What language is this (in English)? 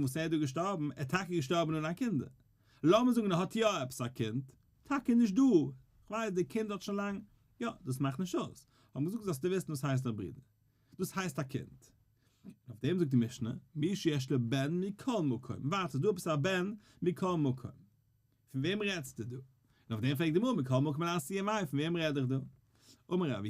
Yiddish